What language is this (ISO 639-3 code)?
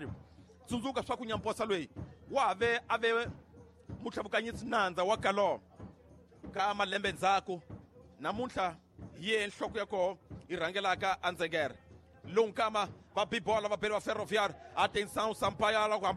tso